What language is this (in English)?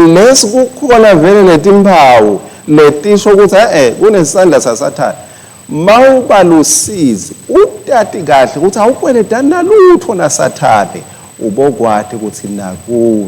Swati